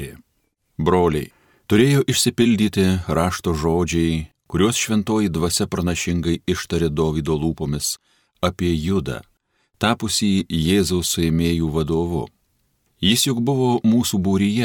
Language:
Lithuanian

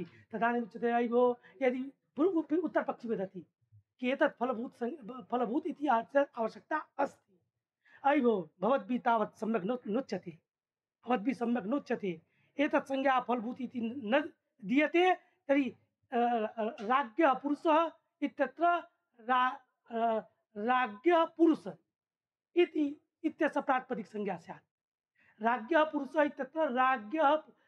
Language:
Sanskrit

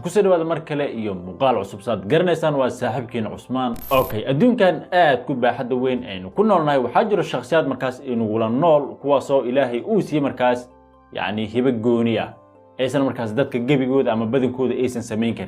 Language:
Somali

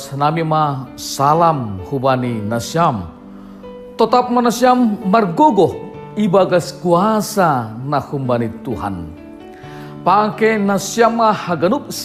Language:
Batak Simalungun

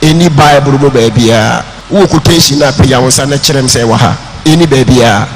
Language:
Akan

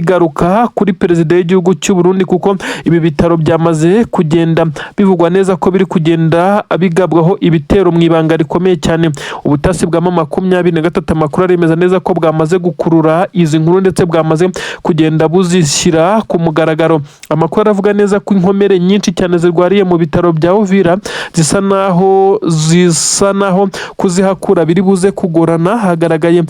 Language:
Kinyarwanda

